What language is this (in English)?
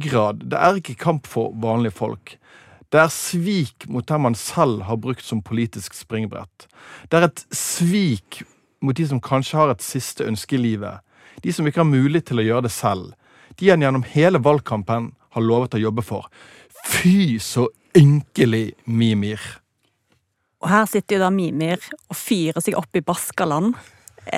Norwegian